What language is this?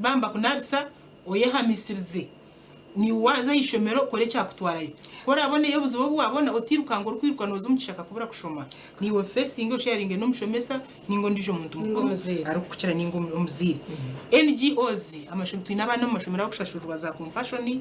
Nyankole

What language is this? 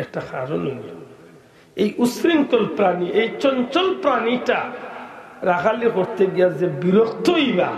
Sylheti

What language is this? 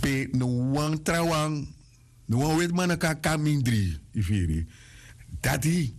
Sranan Tongo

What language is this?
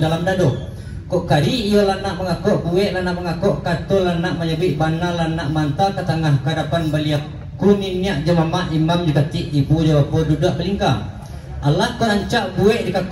Minangkabau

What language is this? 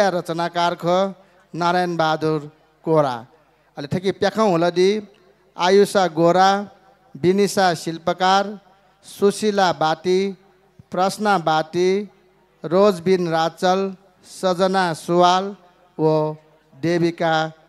Newari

